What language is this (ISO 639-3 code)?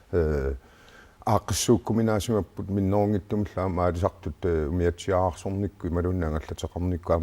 kal